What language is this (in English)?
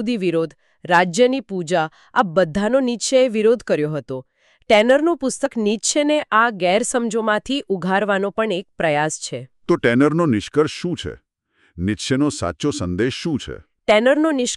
Gujarati